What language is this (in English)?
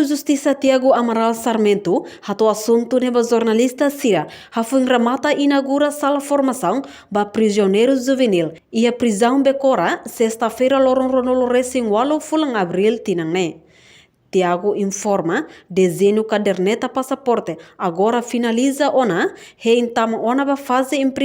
Tetum